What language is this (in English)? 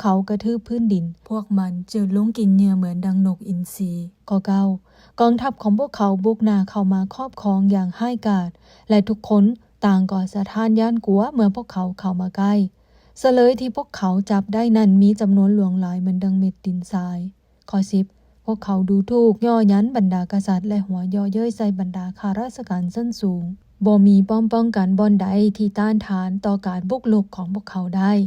Lao